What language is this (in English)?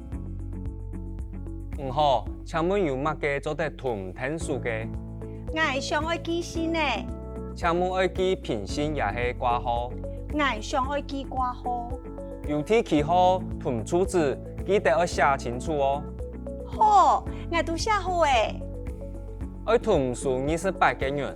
Hakka Chinese